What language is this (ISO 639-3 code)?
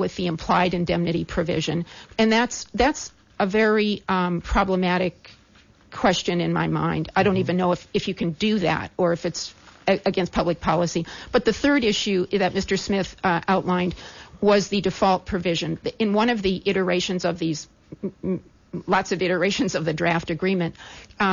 eng